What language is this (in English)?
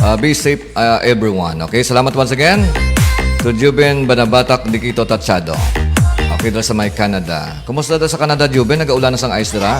Hiligaynon